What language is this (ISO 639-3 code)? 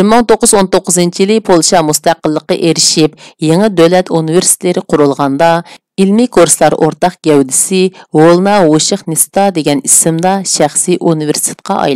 uig